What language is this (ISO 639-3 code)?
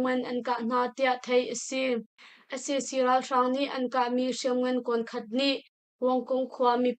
cnh